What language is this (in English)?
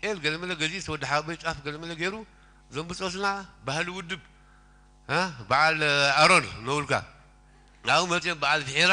Tigrinya